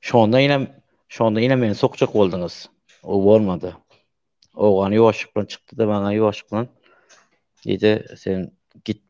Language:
Turkmen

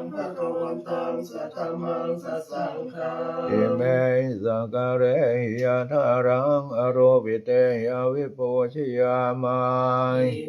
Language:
Pali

